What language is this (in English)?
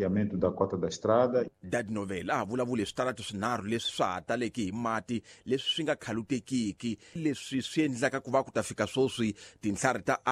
Tsonga